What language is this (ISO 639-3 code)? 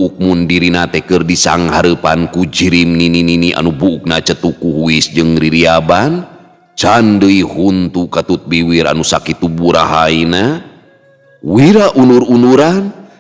sun